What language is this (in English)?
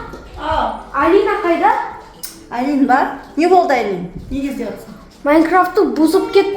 Kazakh